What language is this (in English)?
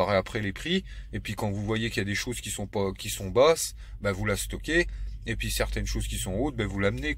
French